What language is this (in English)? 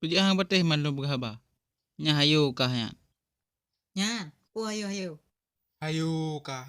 Achinese